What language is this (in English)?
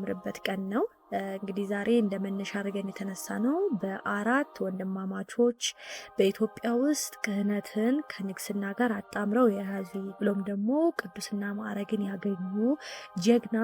Amharic